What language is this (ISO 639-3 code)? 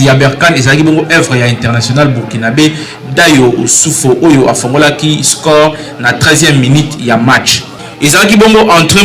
lin